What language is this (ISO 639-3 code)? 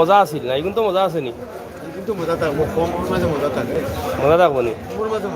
syl